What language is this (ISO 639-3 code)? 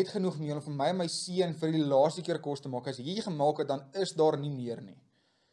afr